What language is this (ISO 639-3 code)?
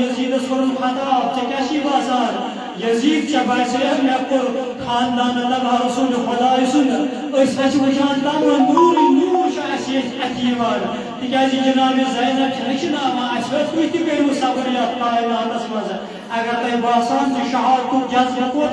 kas